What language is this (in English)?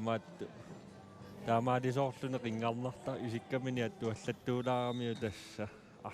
Kalaallisut